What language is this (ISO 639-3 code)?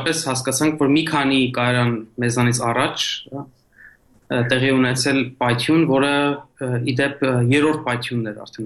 hye